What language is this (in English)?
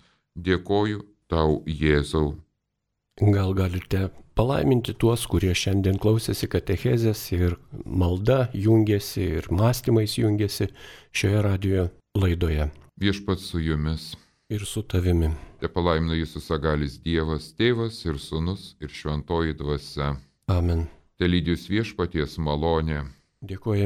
Lithuanian